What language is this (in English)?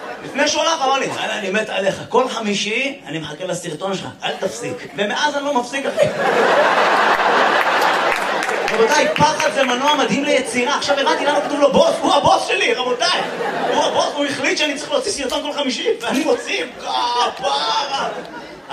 Hebrew